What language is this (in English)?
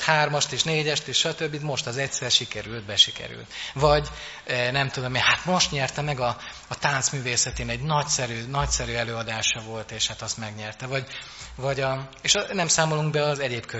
Hungarian